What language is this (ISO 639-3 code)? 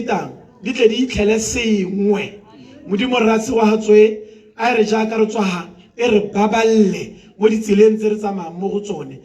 tsn